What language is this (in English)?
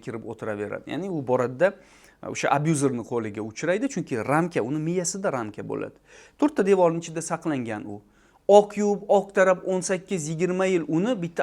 Uzbek